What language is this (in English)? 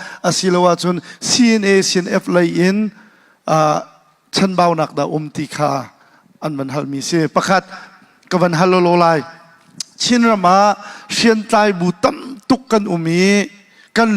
Hakha Chin